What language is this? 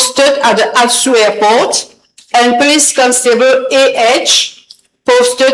Morisyen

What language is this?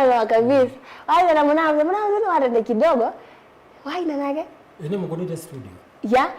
Kamba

